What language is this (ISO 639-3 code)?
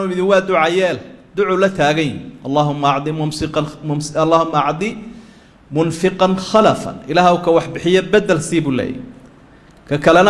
som